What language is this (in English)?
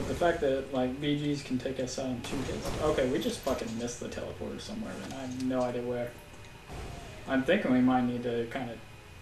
English